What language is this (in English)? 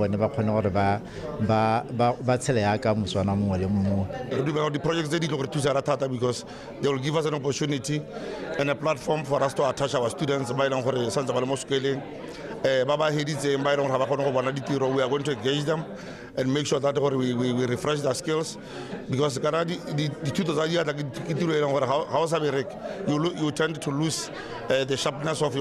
Tswana